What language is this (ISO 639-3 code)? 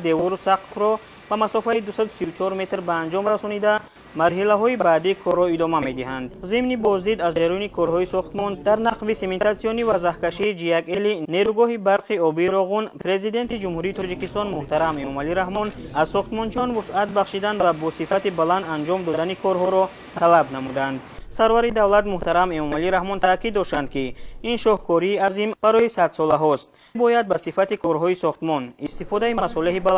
tgk